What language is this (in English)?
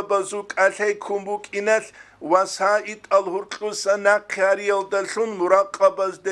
Avaric